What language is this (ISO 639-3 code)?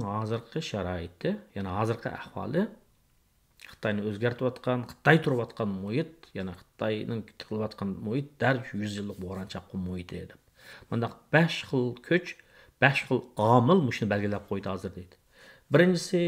uig